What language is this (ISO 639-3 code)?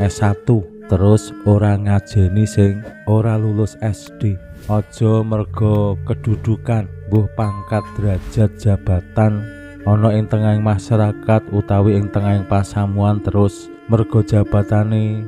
jav